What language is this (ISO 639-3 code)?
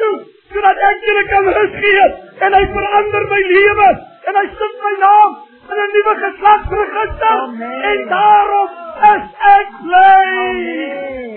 afr